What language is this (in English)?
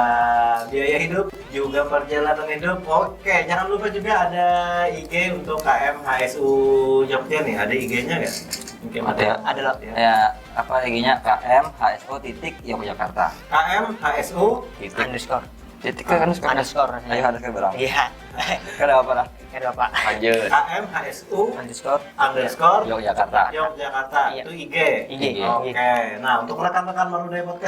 Banjar